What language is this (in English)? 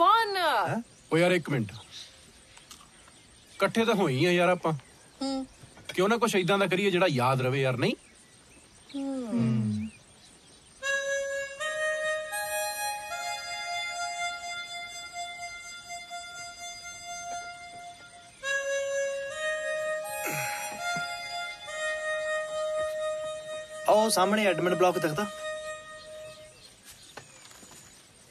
Punjabi